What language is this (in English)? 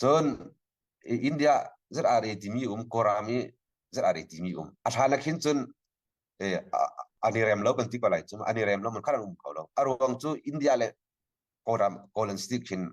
Hakha Chin